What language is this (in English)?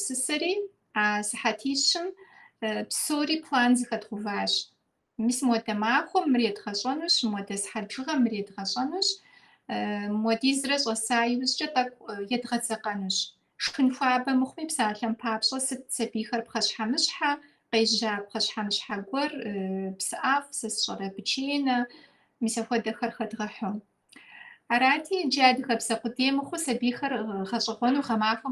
Kabardian